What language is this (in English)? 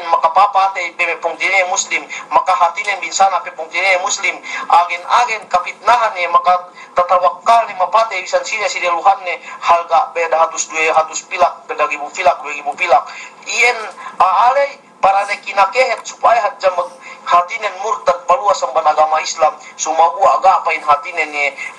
Yakan